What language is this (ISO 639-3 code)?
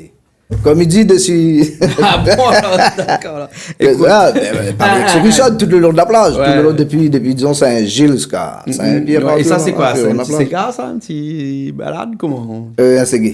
rcf